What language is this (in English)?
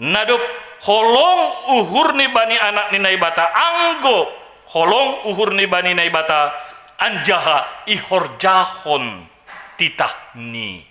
Batak Simalungun